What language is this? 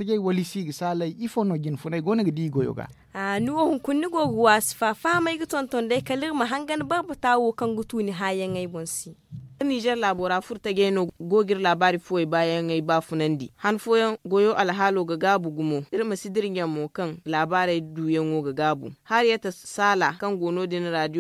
Zarma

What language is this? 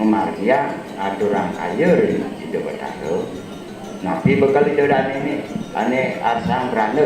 Balinese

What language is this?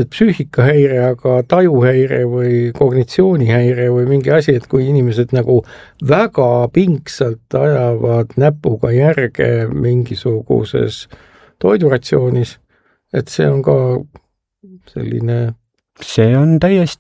Estonian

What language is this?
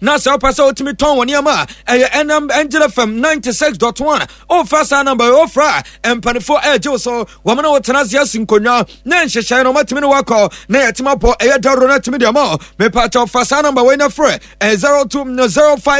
Akan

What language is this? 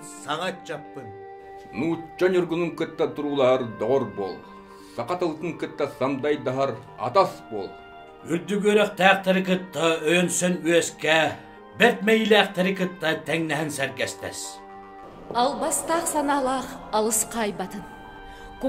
Yakut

